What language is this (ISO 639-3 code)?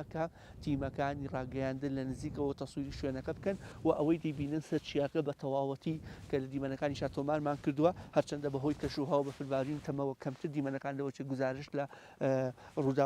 ckb